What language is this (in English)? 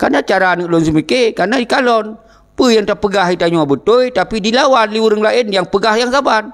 Achinese